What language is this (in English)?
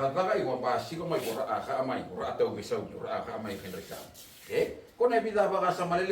Fijian